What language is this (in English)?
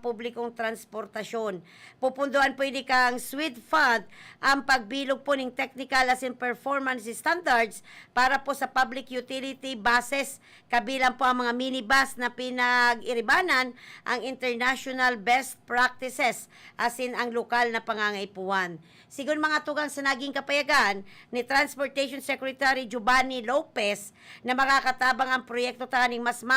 Bikol